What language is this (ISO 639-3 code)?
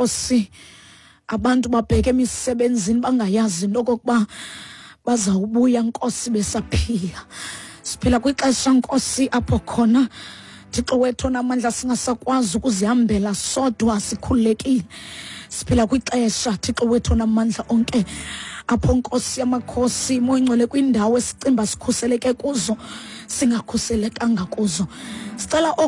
xho